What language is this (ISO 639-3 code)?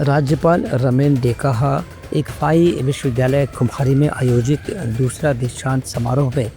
hne